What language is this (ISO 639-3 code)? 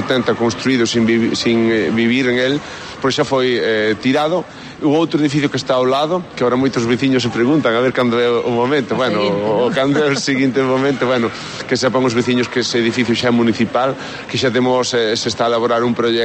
glg